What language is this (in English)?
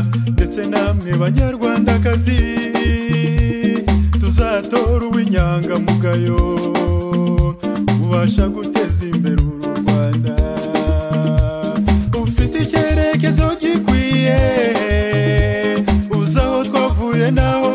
Kinyarwanda